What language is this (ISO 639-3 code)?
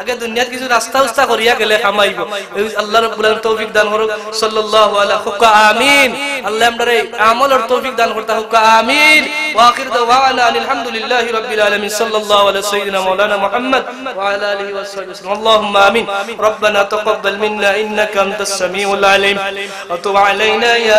syl